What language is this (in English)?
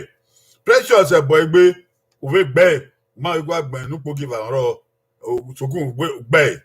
Bini